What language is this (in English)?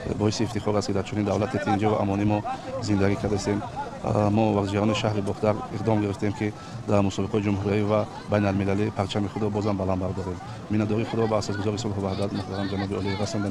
Tajik